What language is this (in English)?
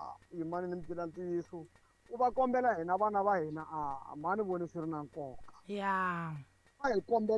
Tsonga